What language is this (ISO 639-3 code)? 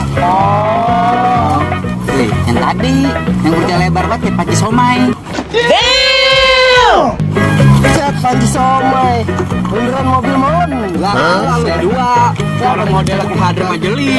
bew